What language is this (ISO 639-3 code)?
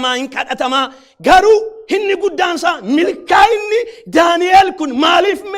orm